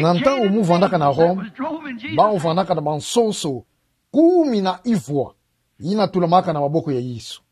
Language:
Kituba (Democratic Republic of Congo)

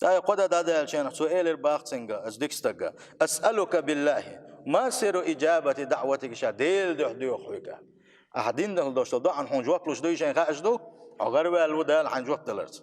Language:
Chechen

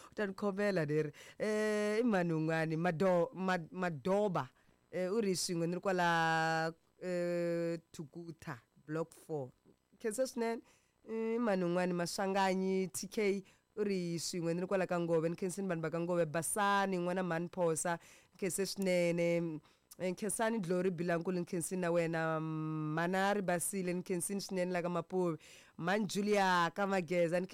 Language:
Tsonga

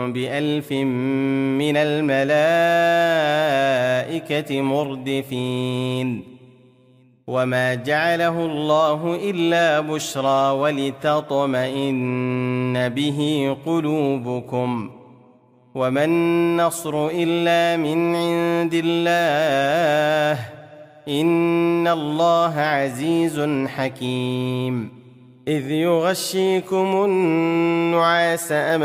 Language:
Arabic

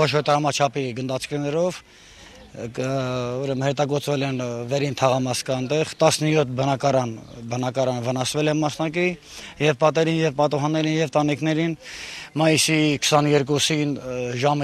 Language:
Armenian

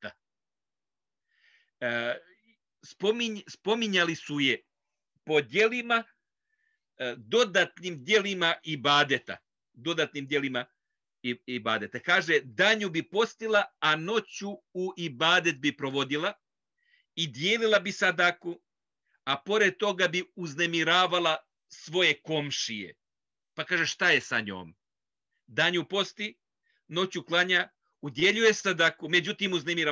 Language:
Bosnian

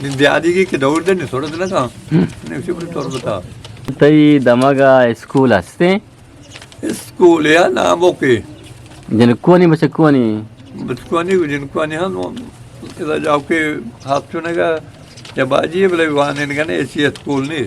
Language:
Eastern Balochi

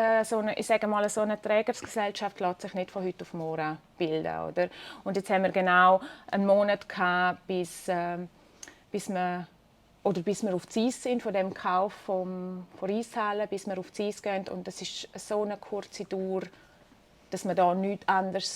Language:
Swiss German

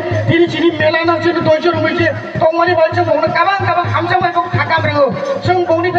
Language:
Kok Borok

